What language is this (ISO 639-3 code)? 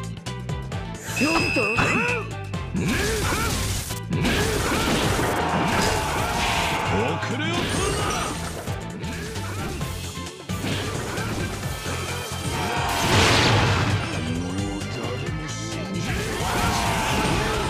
jpn